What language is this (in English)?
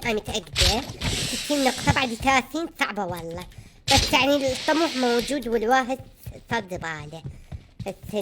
Mesopotamian Arabic